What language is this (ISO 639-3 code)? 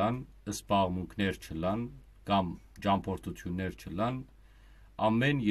hyw